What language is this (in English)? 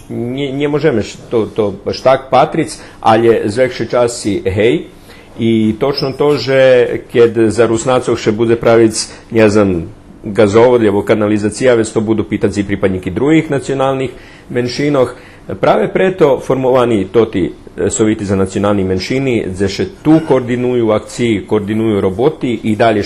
Rusyn